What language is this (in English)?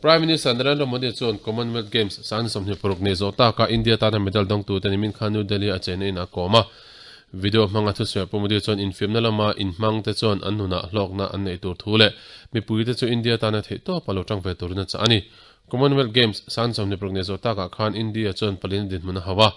Mizo